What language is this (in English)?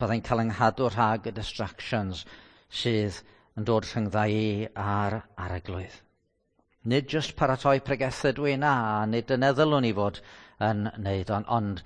Welsh